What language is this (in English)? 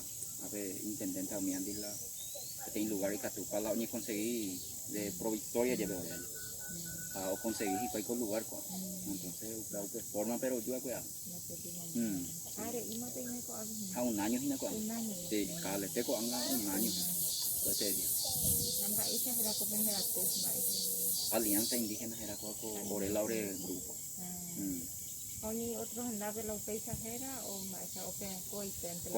Guarani